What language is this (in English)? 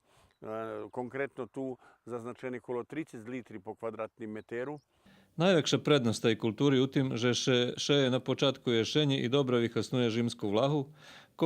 Rusyn